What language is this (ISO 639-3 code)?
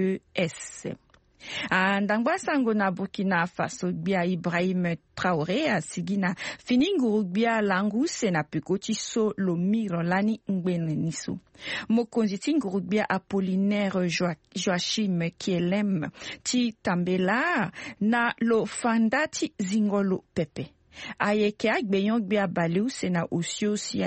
sag